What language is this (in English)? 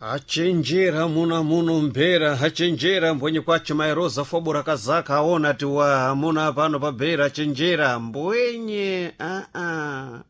Sena